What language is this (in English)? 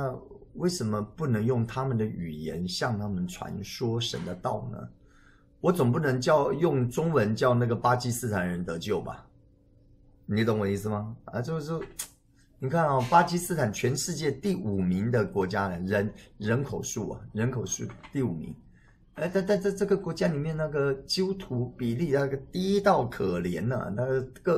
Chinese